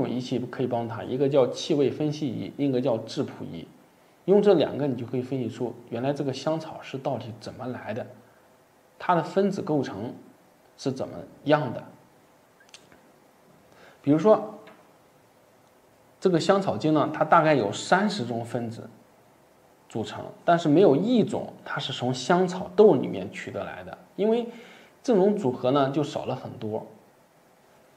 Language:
Chinese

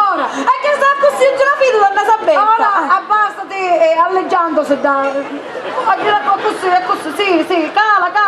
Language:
Sicilian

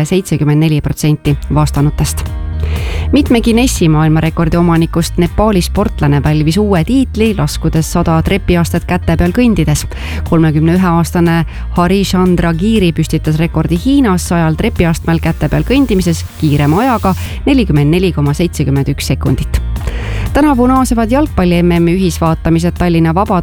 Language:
Estonian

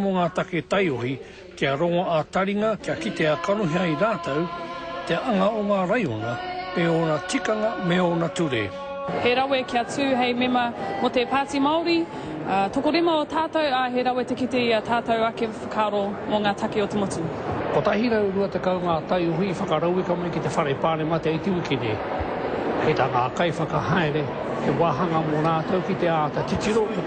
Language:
Māori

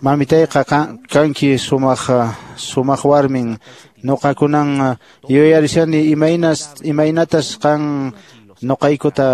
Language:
Quechua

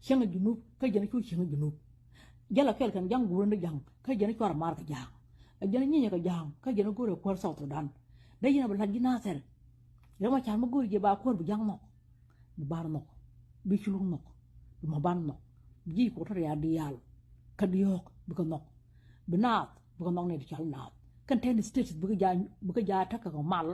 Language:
Nuer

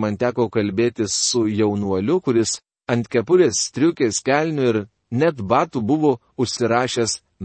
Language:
Lithuanian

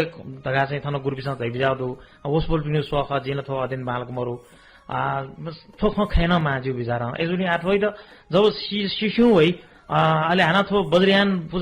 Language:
Newari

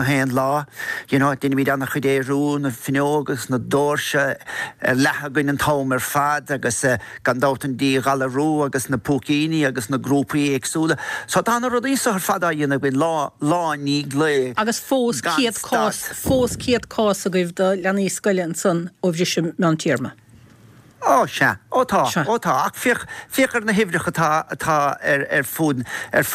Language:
Irish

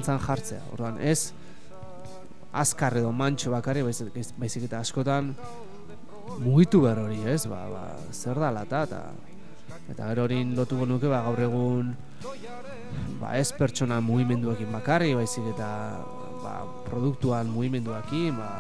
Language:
Basque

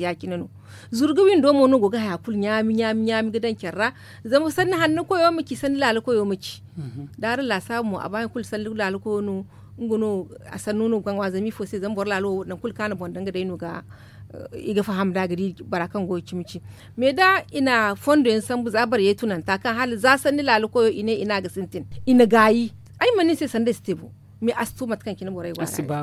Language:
Zarma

